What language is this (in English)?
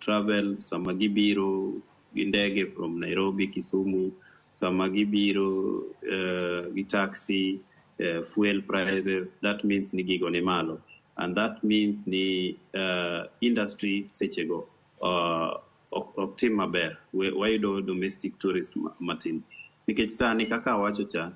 Luo (Kenya and Tanzania)